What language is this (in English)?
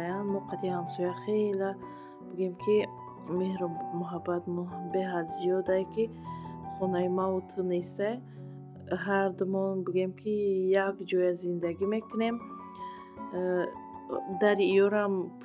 Tajik